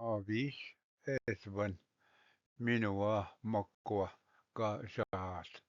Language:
Ojibwa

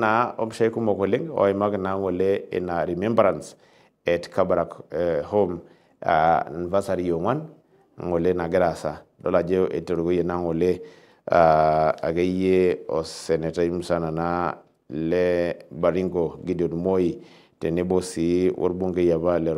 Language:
Masai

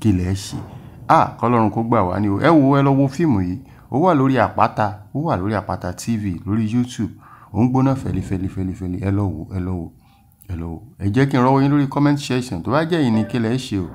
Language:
Yoruba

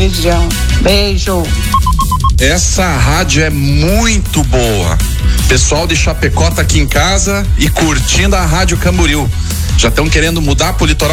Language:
Portuguese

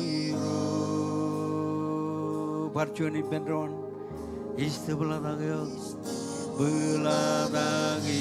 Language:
Marshallese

